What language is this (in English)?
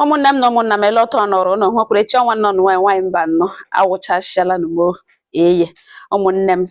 Igbo